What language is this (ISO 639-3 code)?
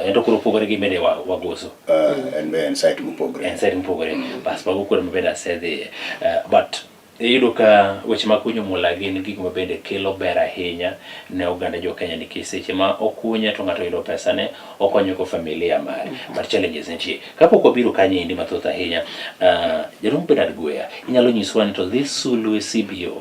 luo